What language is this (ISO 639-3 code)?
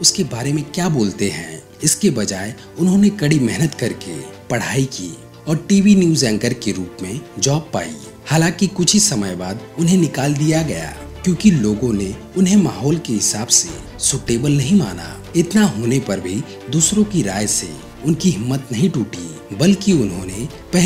hin